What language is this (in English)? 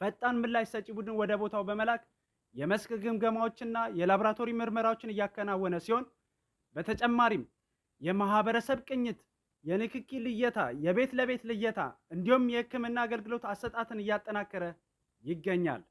Amharic